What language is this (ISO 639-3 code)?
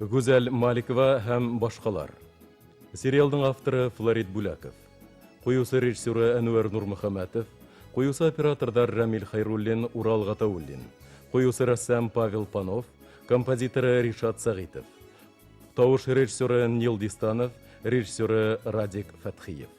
bak